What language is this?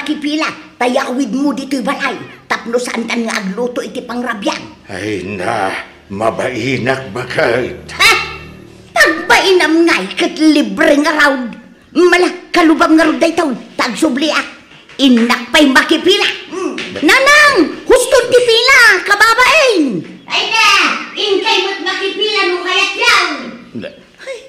Iloko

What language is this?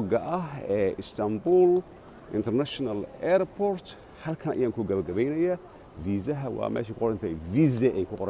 Somali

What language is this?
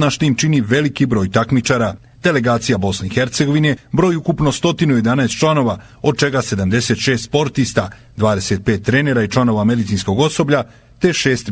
Bosnian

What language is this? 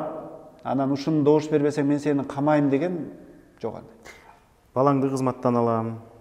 Kyrgyz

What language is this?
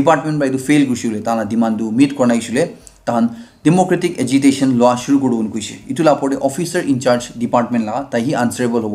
Naga Pidgin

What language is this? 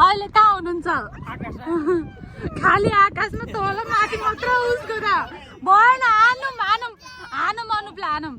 Nepali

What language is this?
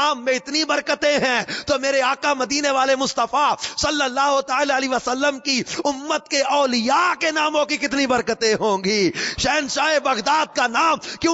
Urdu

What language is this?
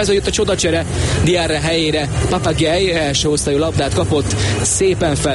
Hungarian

